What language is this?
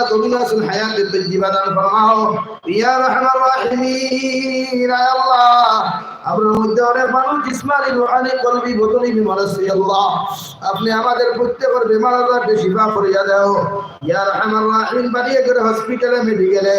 Sylheti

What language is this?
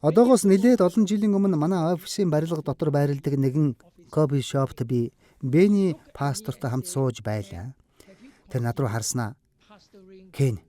Mongolian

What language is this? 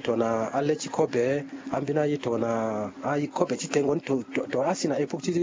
Sango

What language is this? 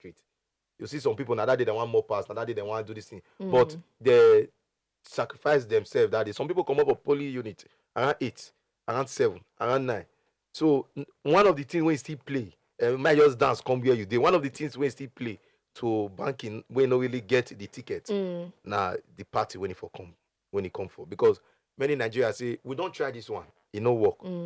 Nigerian Pidgin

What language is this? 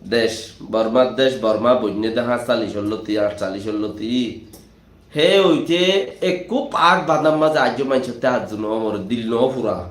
Rohingya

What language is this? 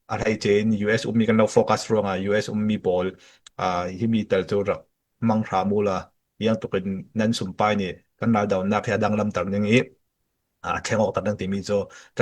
Falam Chin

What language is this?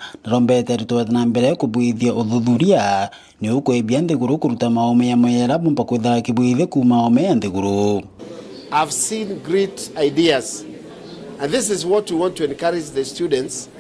Meru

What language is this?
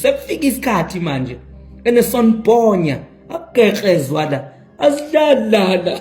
Zulu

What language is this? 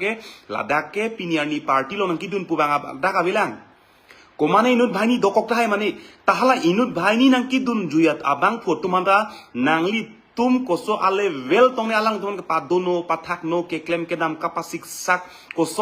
Karbi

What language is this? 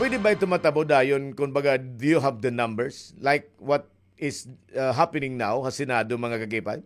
Waray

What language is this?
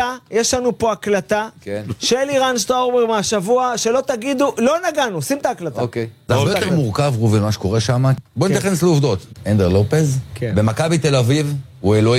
Hebrew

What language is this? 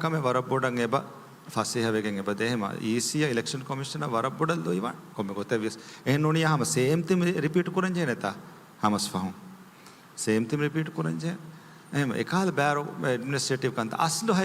Divehi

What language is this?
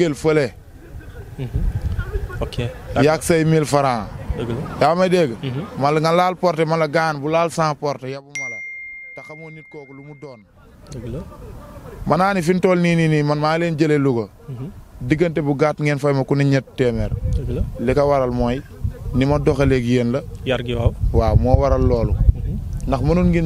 Wolof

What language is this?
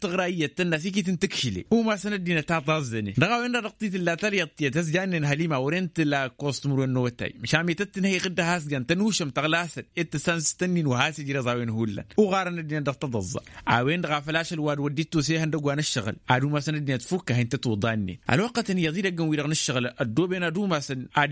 Tamasheq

